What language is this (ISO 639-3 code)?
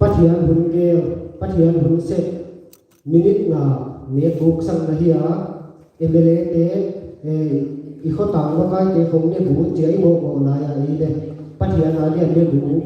pck